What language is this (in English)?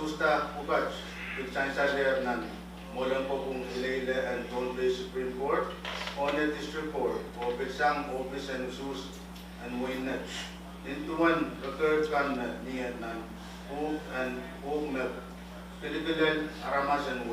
Pohnpeian